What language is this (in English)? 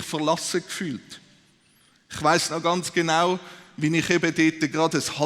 Swiss German